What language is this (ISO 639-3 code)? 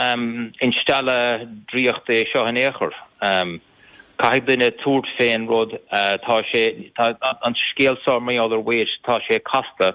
gle